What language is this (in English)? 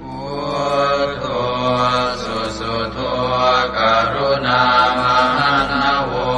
Pali